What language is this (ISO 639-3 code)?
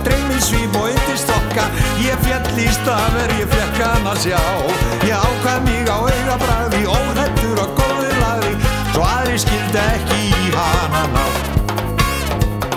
isl